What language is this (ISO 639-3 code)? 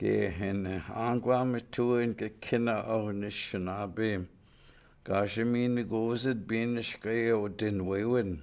ciw